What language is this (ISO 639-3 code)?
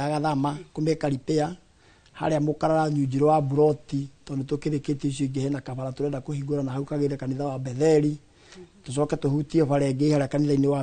kik